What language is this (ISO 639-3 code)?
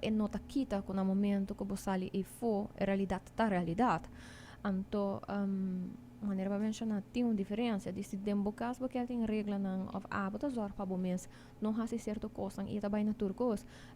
pap